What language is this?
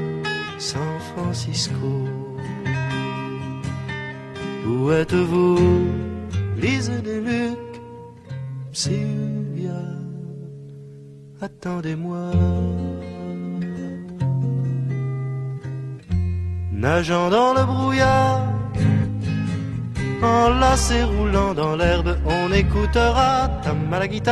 Cajun French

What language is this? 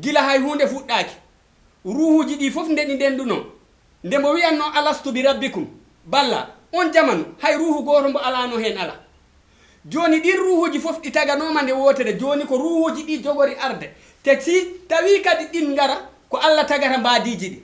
Fula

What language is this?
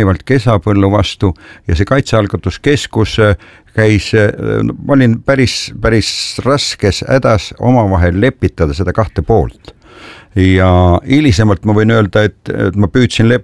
Estonian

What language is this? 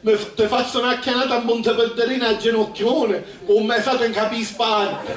Sicilian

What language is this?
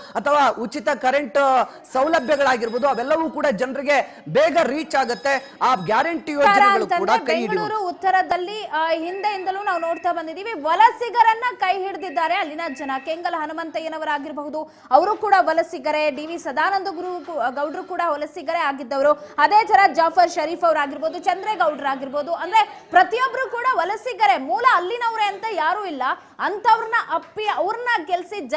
Kannada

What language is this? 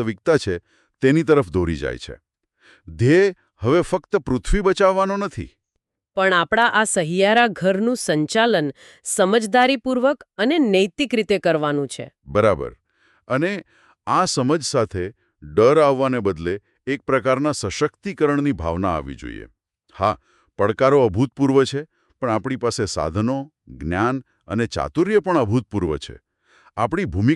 Gujarati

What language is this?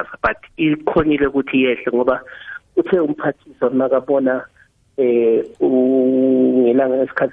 South Ndebele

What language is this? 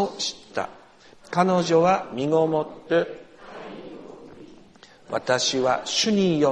Japanese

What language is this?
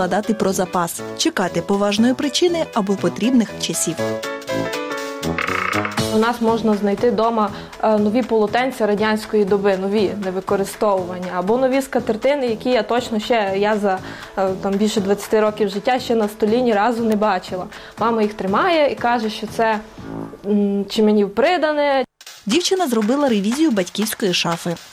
Ukrainian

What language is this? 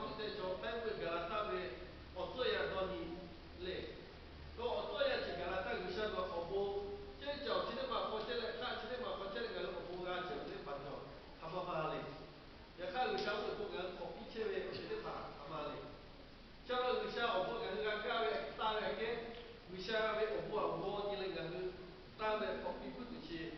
Lahu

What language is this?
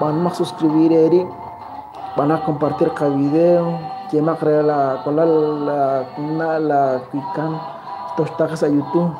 Kekchí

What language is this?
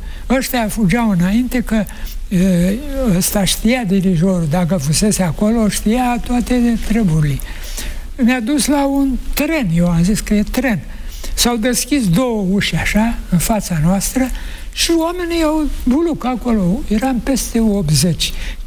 Romanian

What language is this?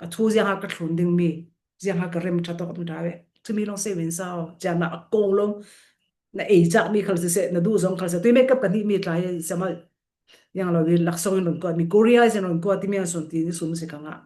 Falam Chin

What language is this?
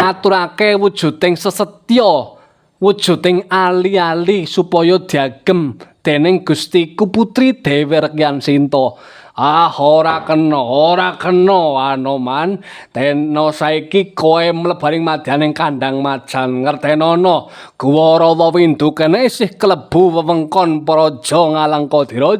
Javanese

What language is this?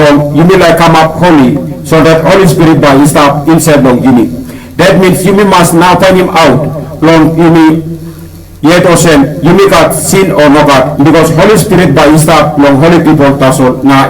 Tok Pisin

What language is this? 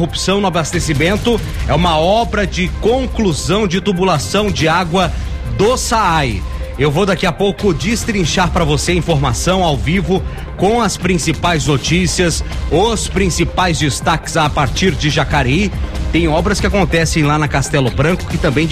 Portuguese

